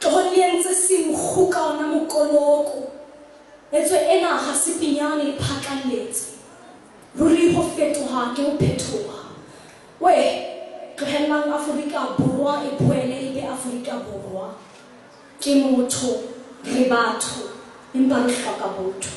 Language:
Southern Sotho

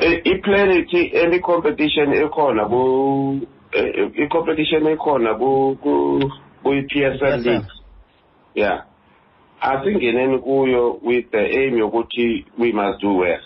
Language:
Xhosa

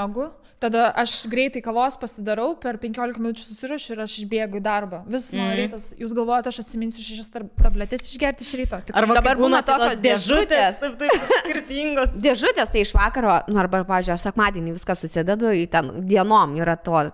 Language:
Lithuanian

